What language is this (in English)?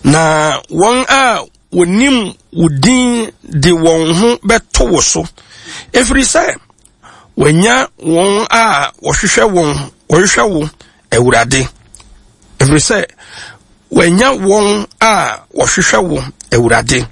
Akan